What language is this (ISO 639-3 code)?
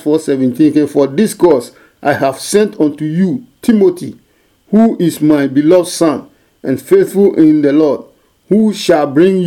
ada